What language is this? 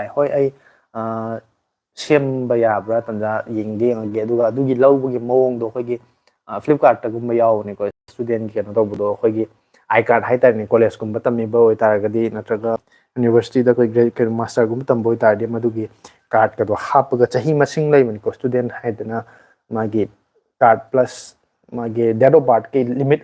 Manipuri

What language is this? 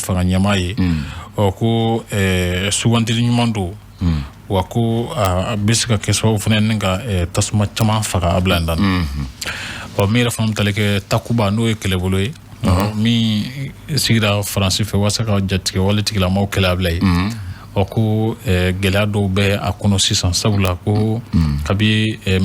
Bambara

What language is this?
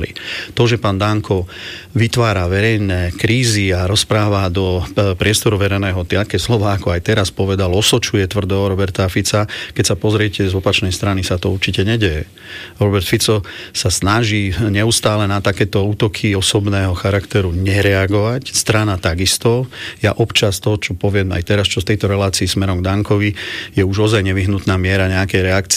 Slovak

